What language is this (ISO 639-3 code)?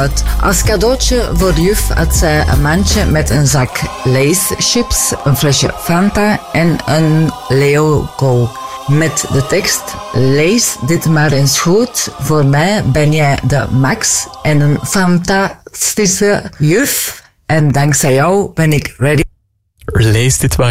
nld